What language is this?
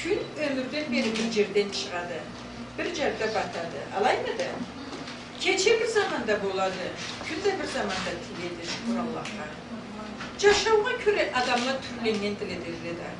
Karachay-Balkar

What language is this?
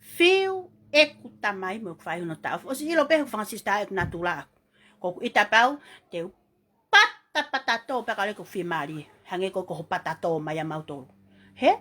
Tongan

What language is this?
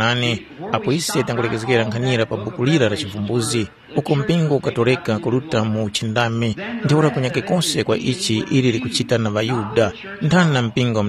Tumbuka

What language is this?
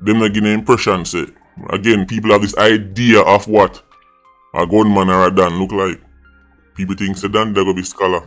Jamaican Creole English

